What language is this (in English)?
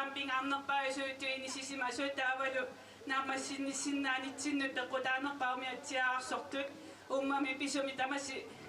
Kalaallisut